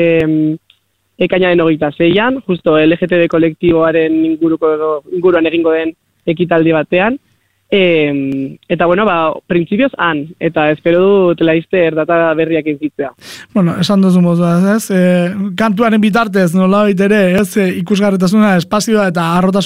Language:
Basque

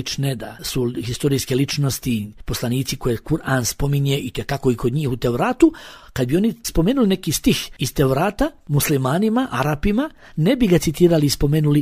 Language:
Bosnian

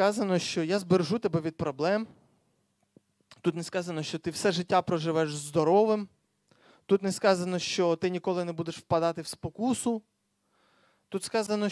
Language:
Ukrainian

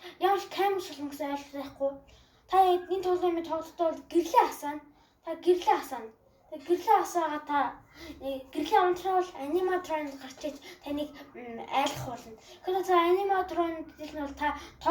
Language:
Mongolian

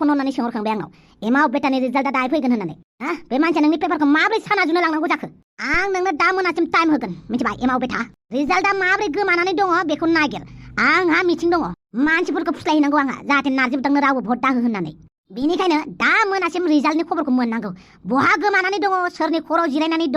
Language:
Bodo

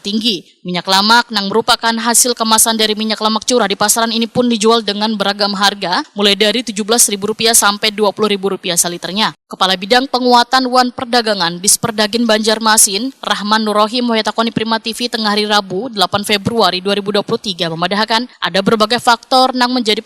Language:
Banjar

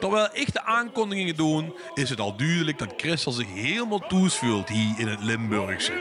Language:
Limburgish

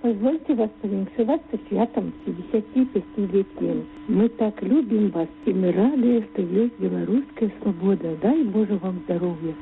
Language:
Belarusian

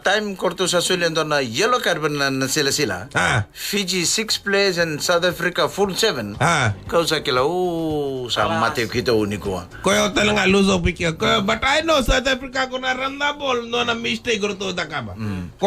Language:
Fijian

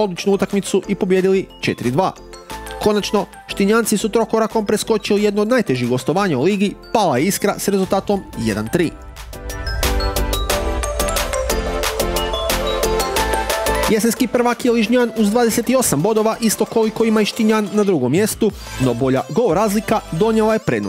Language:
Croatian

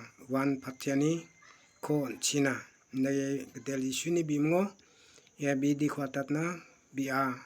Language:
Garo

